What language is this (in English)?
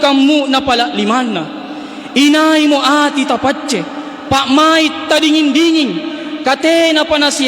Makasar